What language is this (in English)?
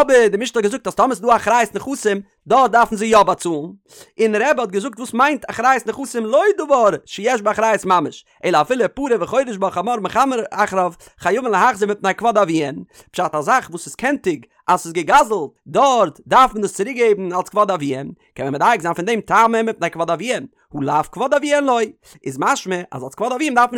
Yiddish